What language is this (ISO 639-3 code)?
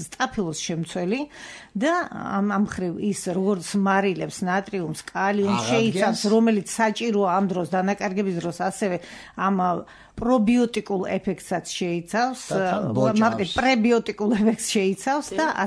kat